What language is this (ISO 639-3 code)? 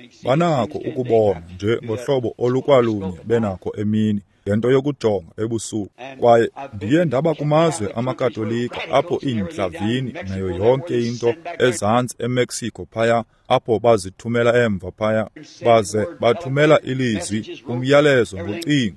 xho